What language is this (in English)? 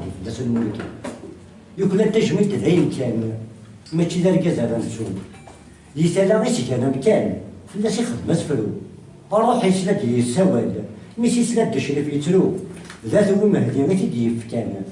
Kabyle